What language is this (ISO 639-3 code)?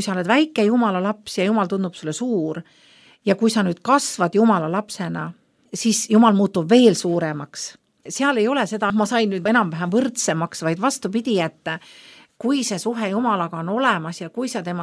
est